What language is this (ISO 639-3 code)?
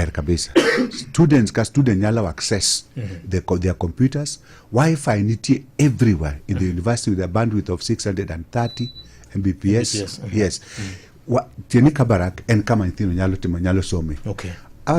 luo